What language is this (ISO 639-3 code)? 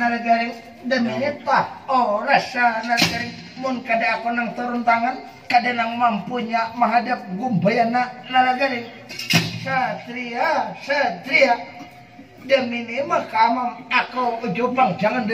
bjn